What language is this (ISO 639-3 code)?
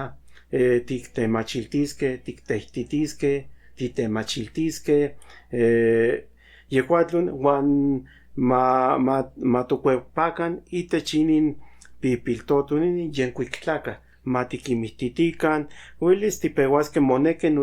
nhn